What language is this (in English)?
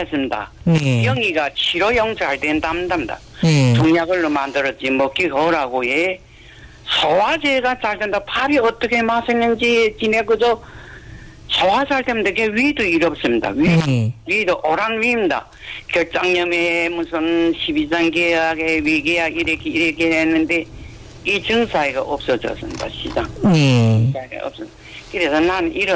Korean